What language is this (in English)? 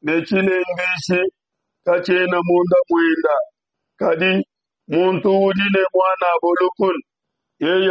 Luba-Lulua